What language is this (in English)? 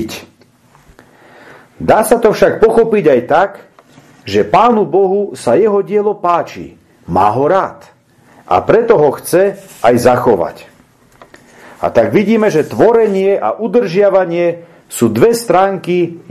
Slovak